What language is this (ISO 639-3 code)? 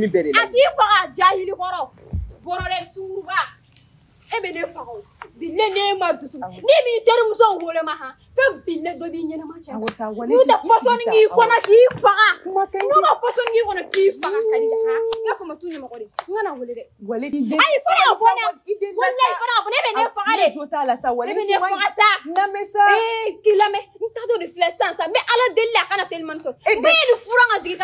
bam